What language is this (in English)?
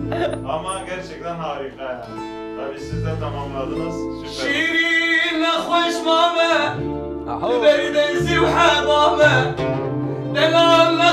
Kurdish